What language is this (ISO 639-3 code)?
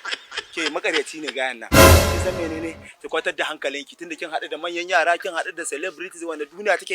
hau